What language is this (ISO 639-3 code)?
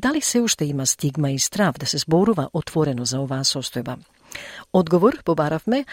mkd